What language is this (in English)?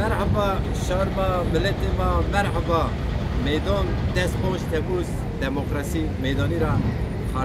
Zaza